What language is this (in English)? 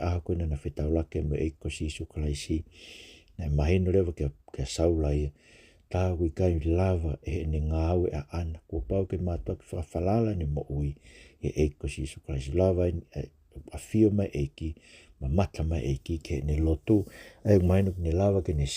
Tongan